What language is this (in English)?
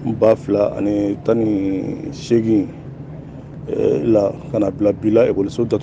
Bambara